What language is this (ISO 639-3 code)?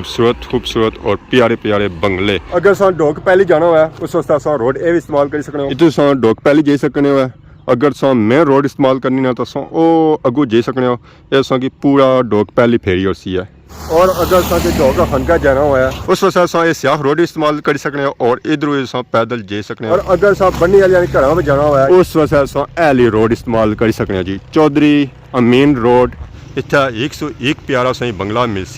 phr